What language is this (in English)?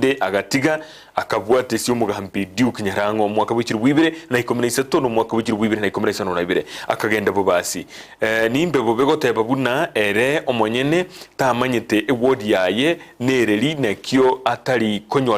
Gusii